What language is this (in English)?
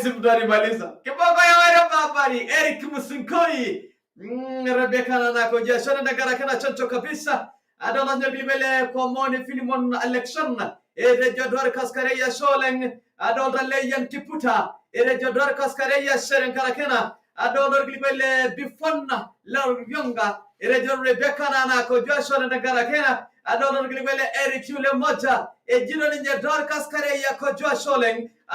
Masai